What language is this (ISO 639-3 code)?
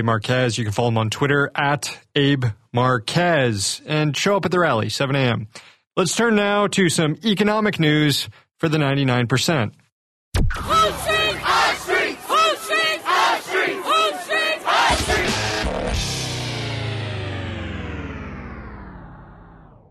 eng